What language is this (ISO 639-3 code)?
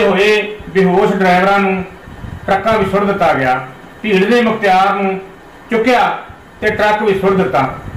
pan